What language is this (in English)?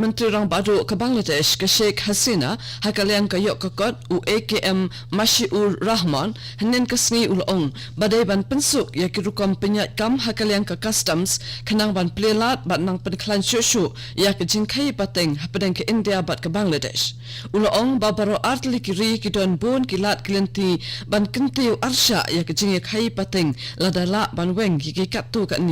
Khasi